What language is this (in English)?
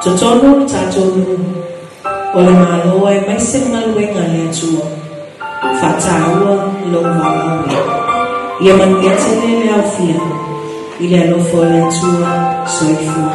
Samoan